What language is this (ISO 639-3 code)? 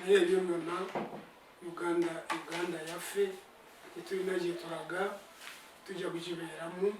lug